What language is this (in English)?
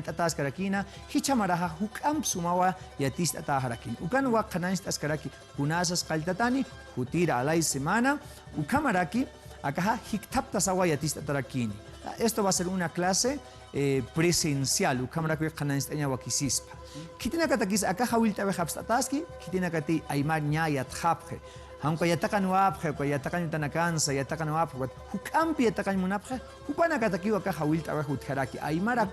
Aymara